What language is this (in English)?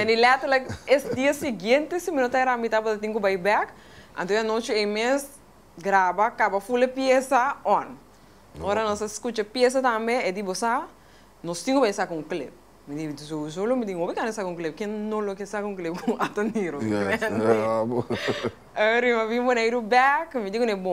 Papiamento